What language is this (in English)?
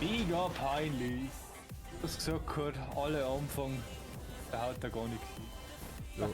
Bavarian